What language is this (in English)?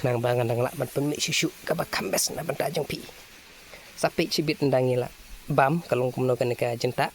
Khasi